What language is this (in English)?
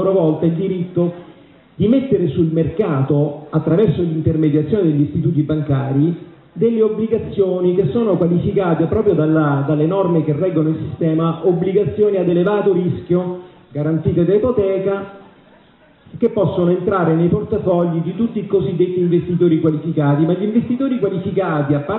Italian